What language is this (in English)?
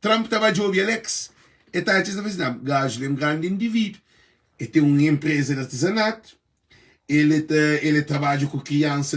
Kabuverdianu